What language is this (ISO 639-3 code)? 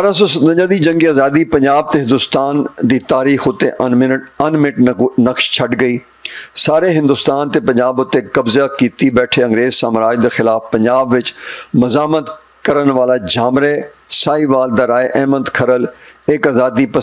lah